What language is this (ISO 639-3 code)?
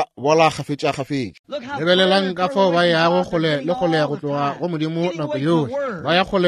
nso